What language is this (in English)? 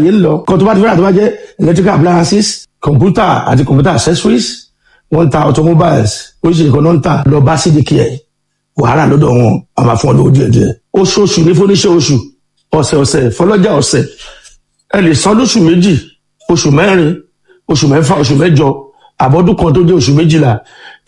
Yoruba